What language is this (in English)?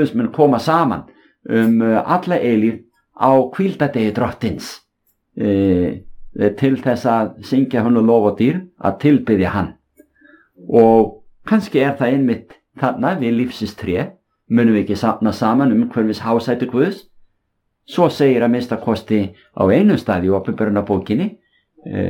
Icelandic